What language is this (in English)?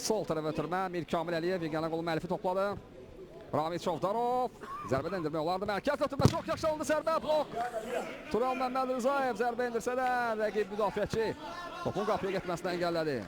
Azerbaijani